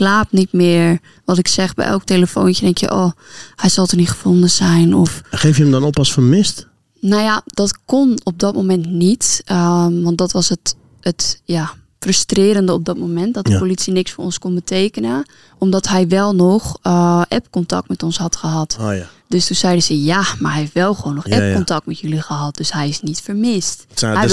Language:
Dutch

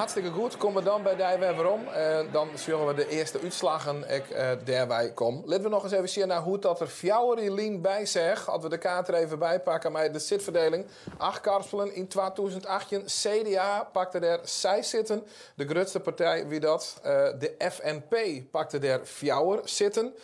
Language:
Western Frisian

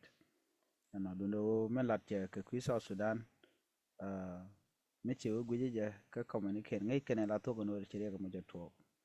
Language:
Nuer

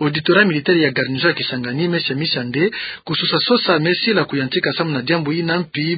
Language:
Kituba (Democratic Republic of Congo)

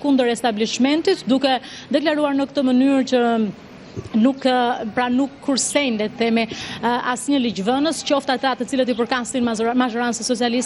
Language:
Albanian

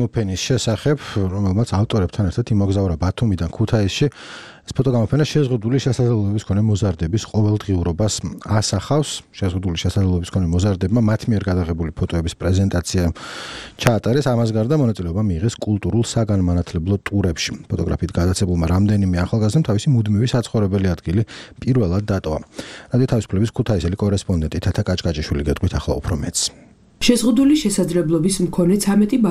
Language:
Georgian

